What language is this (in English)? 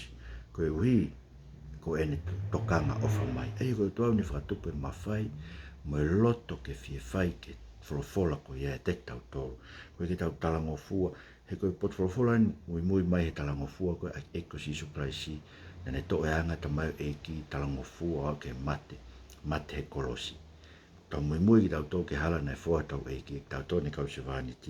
Tongan